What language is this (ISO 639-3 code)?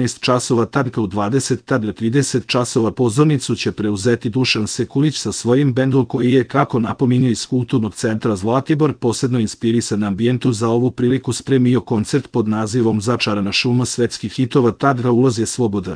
srp